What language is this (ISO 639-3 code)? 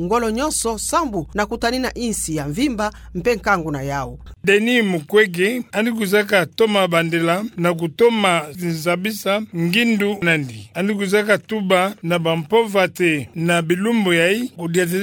ktu